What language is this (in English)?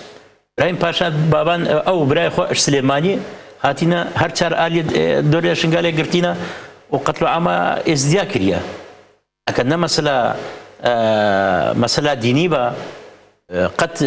Kurdish